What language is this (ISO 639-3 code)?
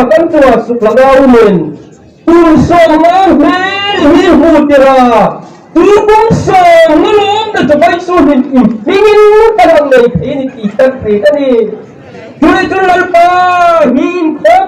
hmr